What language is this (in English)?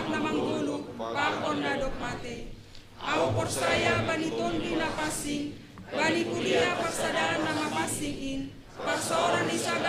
Batak Simalungun